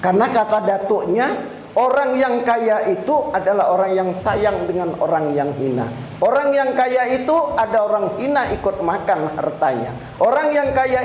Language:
Banjar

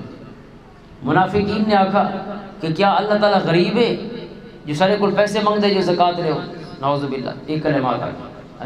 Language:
Western Panjabi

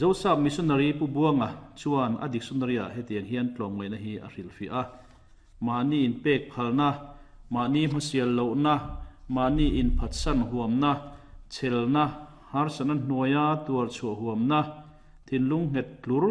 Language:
Mizo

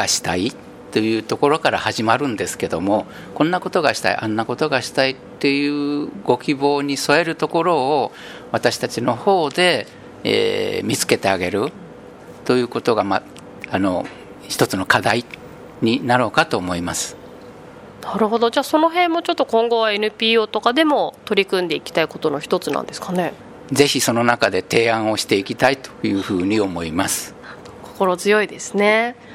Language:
Japanese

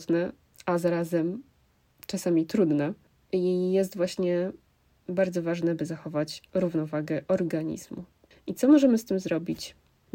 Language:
Polish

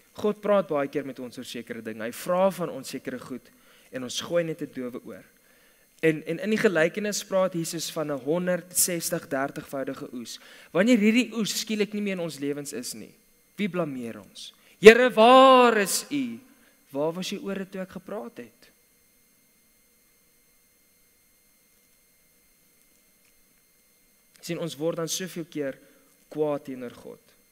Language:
Afrikaans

